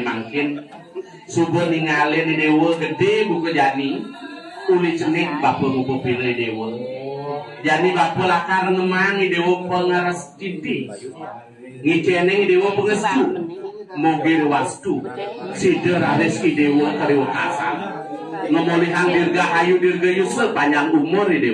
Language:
Balinese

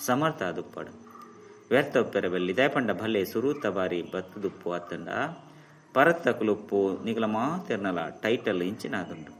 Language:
Tulu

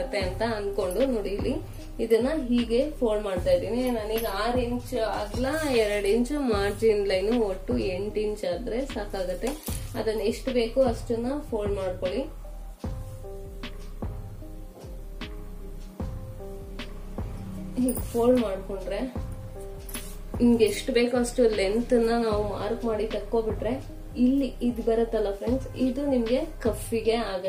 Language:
Kannada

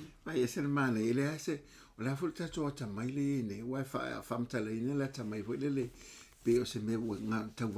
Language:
Samoan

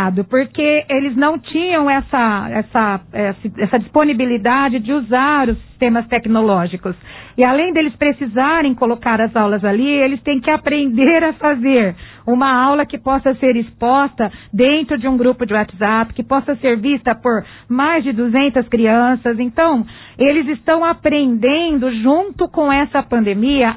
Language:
Portuguese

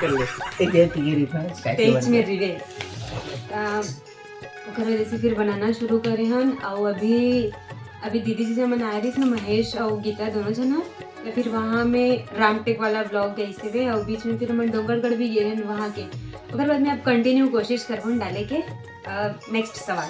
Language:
Chhattisgarhi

